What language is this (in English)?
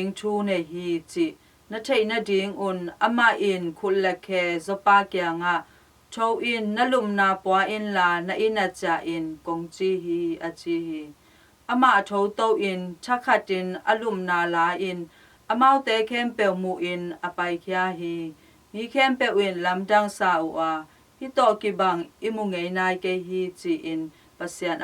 Tedim Chin